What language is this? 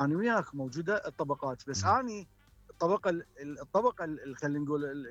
Mesopotamian Arabic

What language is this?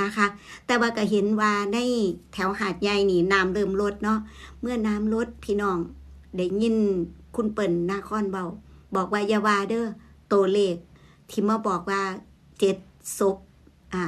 Northeastern Thai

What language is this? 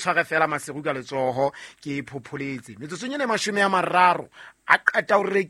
Southern Sotho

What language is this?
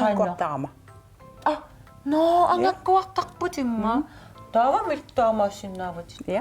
Kalaallisut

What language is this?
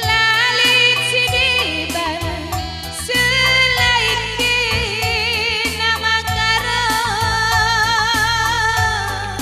Batak Karo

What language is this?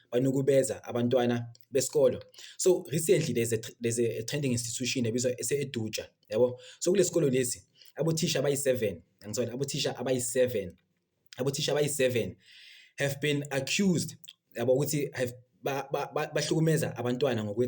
Zulu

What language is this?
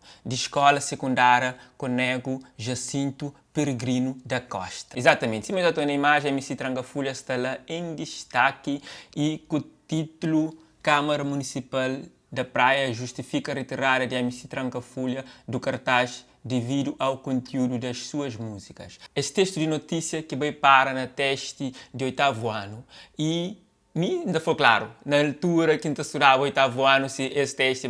Kabuverdianu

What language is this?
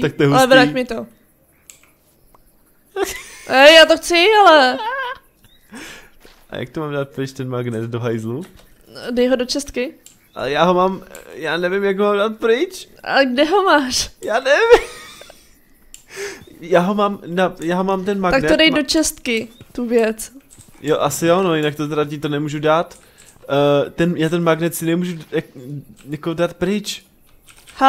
Czech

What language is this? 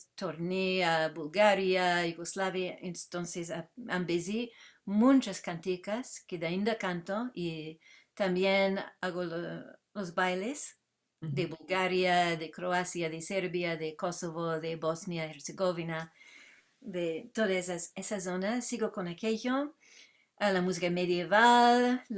Ladino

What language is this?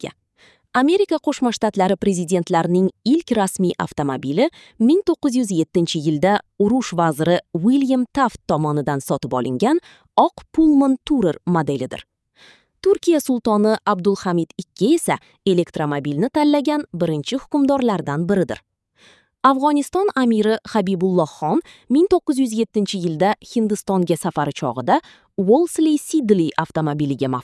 Uzbek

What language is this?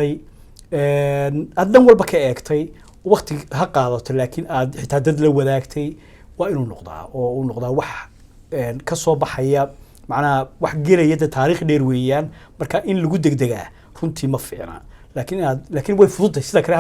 Somali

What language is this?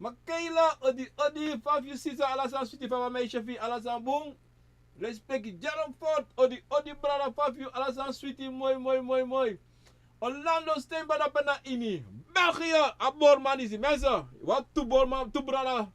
Sranan Tongo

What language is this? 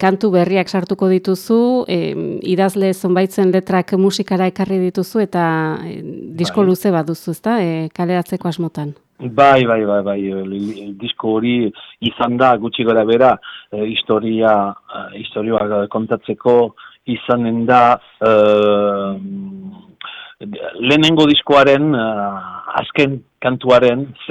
Basque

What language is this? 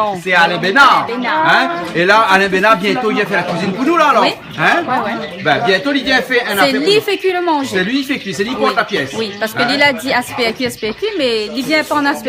Réunion Creole French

